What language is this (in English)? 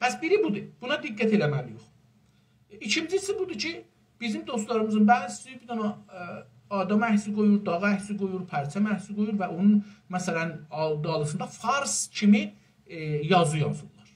South Azerbaijani